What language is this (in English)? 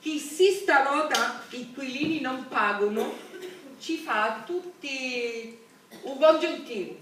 Sicilian